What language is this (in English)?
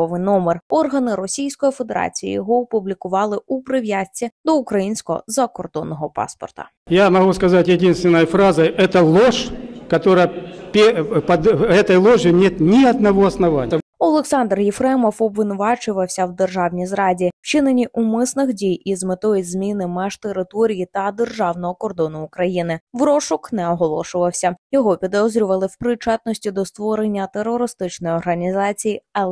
Ukrainian